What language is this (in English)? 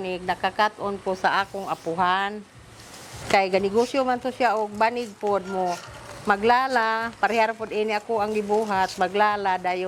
Cebuano